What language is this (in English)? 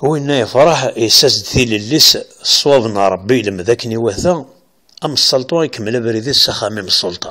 Kabyle